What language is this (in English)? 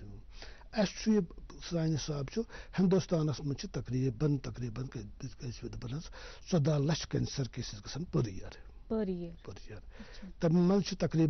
Kashmiri